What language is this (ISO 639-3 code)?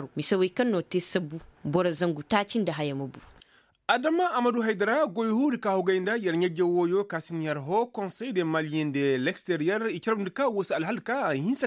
ses